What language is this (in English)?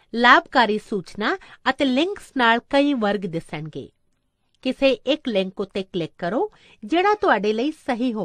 Punjabi